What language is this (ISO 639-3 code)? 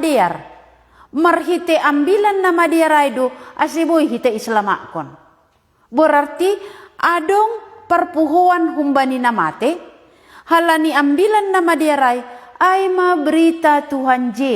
bts